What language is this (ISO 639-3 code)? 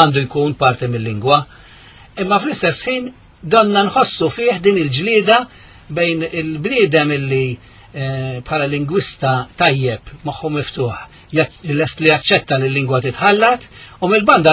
mlt